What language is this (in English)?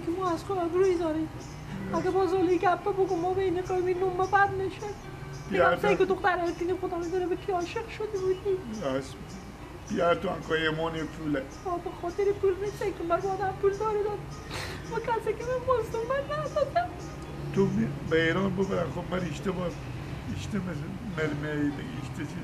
Persian